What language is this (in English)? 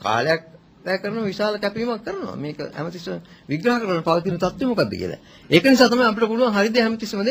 Sinhala